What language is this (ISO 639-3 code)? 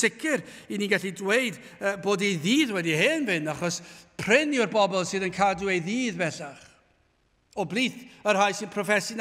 cym